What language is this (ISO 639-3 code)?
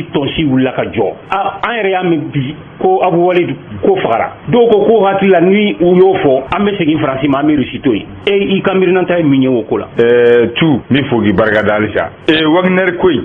bam